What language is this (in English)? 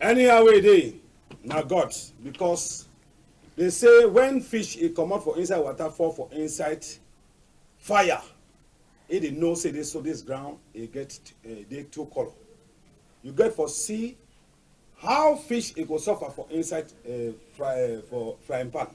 Cameroon Pidgin